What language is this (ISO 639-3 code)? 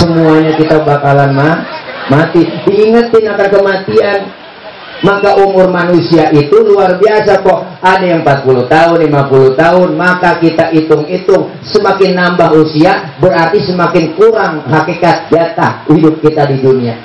bew